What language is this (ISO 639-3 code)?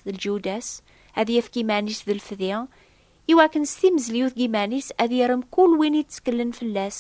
kab